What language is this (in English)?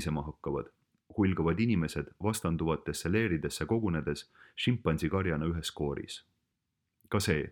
Estonian